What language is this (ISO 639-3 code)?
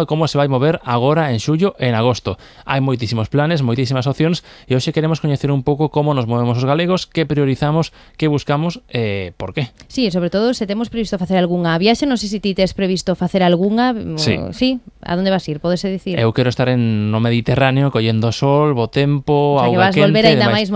glg